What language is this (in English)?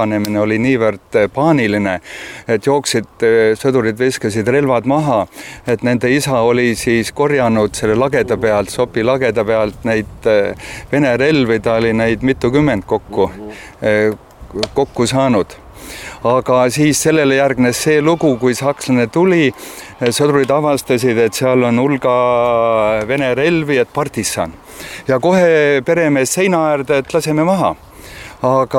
Estonian